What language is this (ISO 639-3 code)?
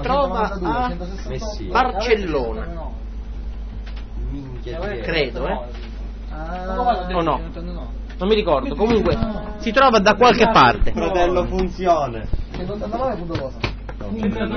ita